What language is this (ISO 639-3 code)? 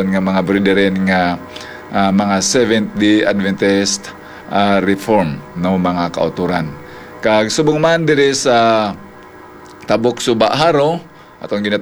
hil